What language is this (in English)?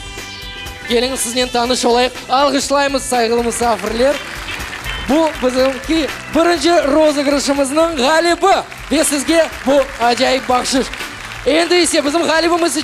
Crimean Tatar